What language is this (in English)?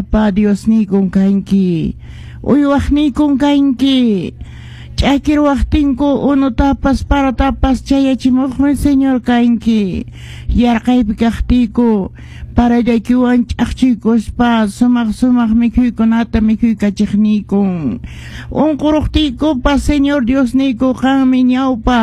Quechua